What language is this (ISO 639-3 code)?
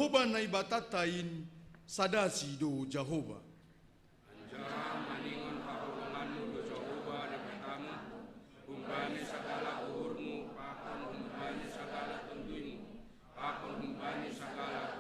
bts